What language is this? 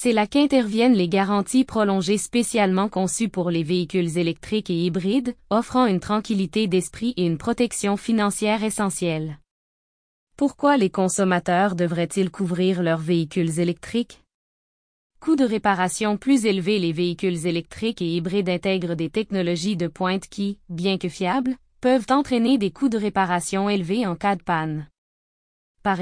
French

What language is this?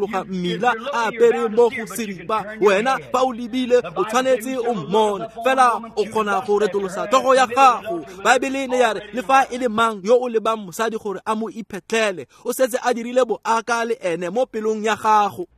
Tswana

